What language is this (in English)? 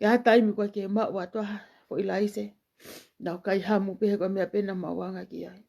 Tongan